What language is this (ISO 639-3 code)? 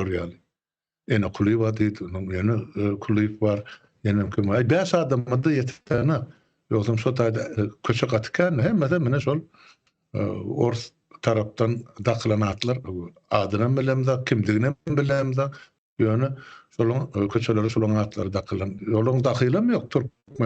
tuk